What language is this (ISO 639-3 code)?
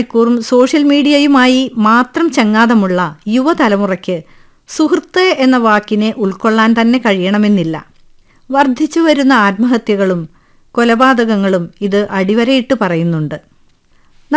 mal